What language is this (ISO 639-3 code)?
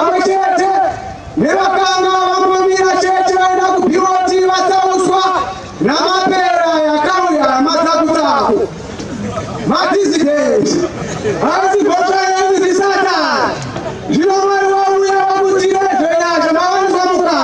sna